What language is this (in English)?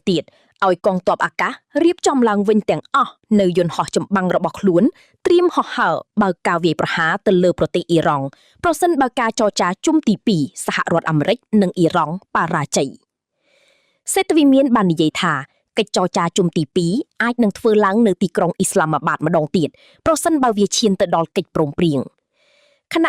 Khmer